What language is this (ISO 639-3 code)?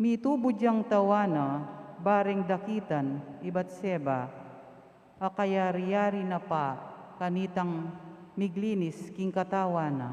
pam